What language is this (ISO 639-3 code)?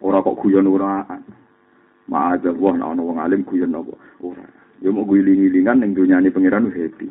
jav